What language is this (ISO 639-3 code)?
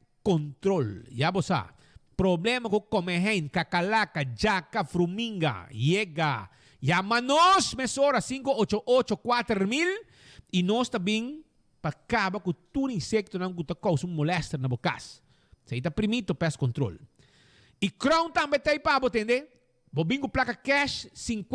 pap